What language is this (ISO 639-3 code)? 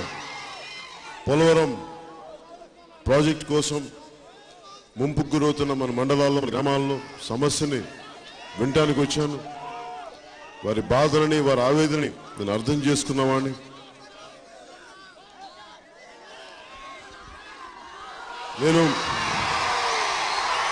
tel